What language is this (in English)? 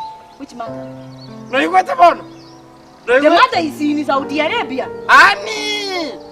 Gusii